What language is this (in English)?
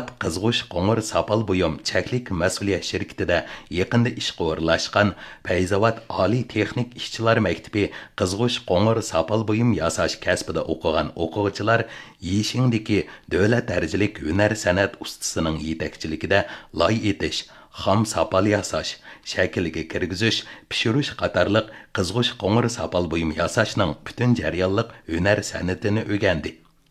Uyghur